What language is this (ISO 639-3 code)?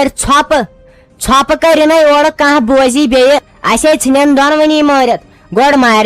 kas